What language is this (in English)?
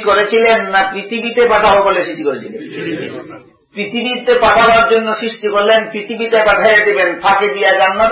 Bangla